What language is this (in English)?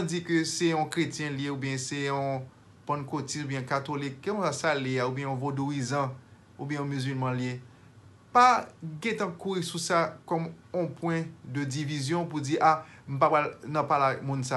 Haitian Creole